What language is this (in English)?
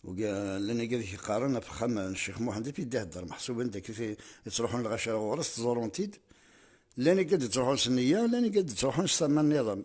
Kabyle